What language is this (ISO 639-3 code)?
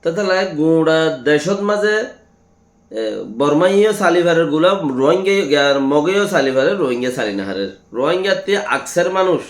rhg